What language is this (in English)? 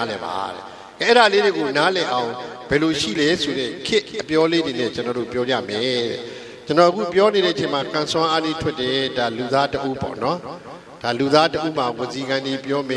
Burmese